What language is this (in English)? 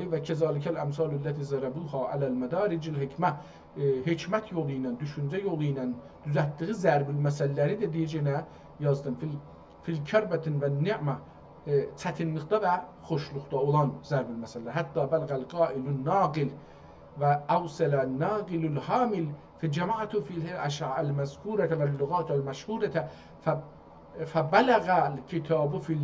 South Azerbaijani